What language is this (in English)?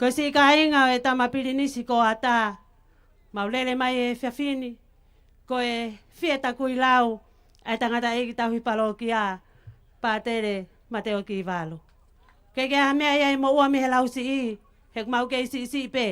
Tongan